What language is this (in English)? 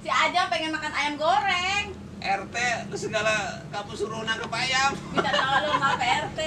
Betawi